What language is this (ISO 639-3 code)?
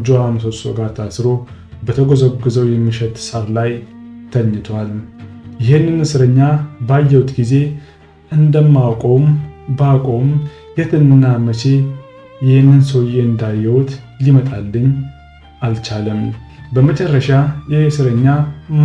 amh